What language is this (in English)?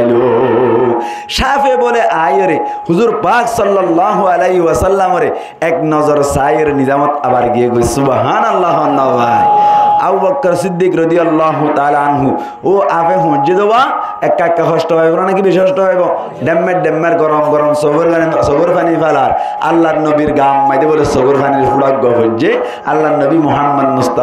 Rohingya